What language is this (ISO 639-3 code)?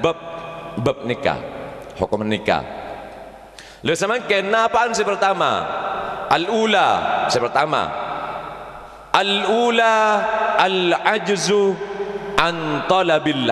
mad